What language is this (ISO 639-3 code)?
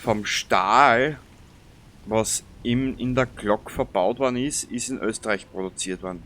bar